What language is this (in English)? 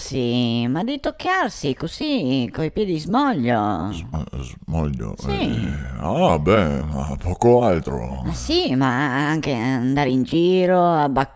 Venetian